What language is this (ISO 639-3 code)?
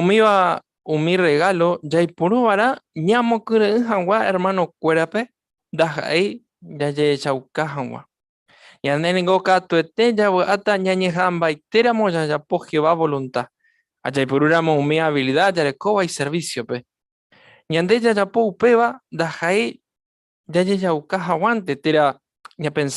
grn